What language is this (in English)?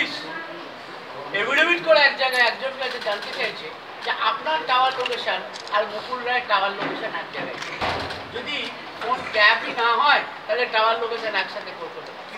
Bangla